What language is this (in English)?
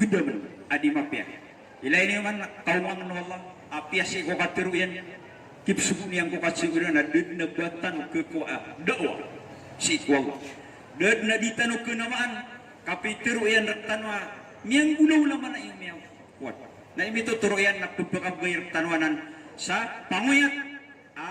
Maranao